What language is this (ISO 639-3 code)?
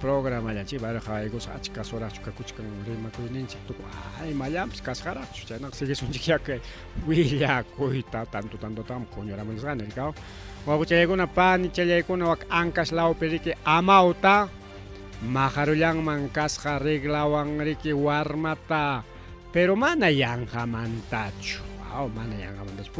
quy